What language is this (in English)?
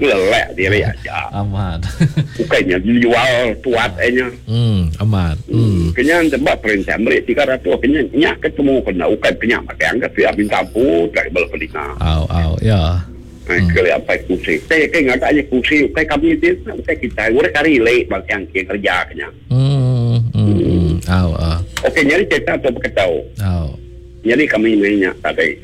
Iban